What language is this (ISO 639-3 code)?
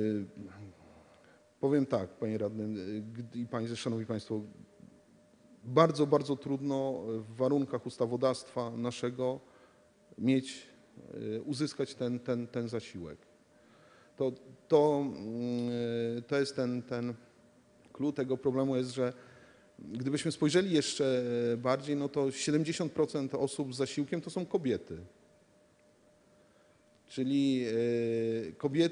pol